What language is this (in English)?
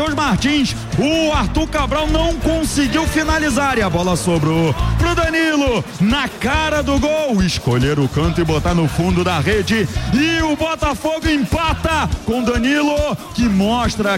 Portuguese